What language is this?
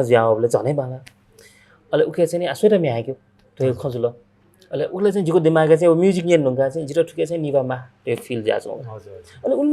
Newari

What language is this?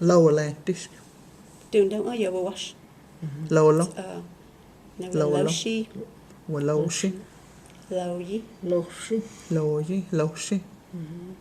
Cherokee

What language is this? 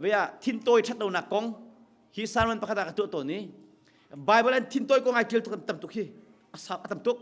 Hakha Chin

